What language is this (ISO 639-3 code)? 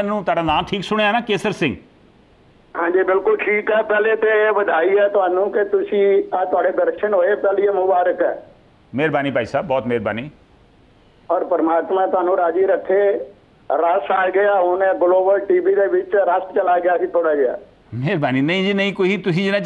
pan